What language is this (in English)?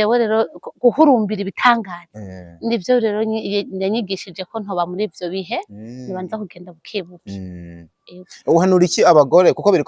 Rundi